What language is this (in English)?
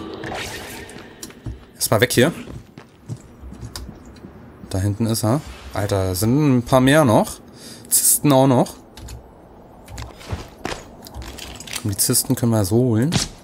German